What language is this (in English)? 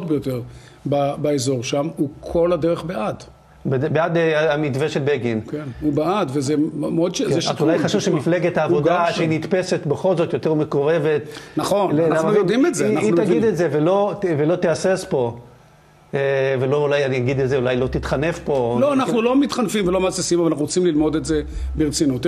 Hebrew